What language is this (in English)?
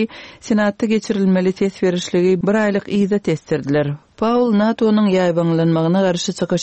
Turkmen